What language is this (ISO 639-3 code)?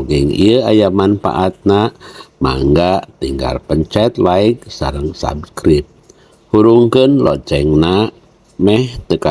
sun